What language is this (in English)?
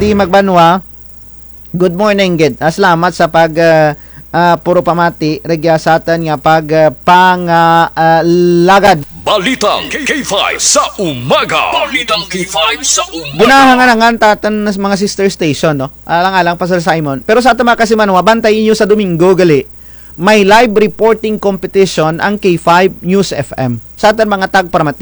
Kinaray-a